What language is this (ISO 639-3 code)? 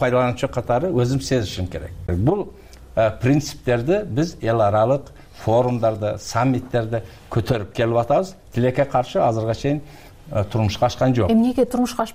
kir